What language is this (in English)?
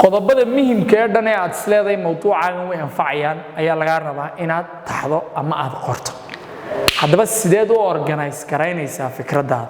Somali